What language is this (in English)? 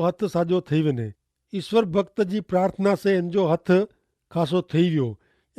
Kachhi